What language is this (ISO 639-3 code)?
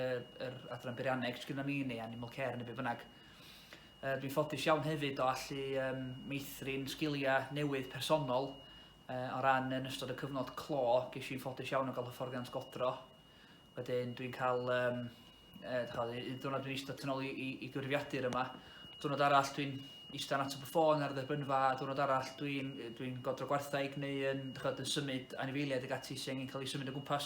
cym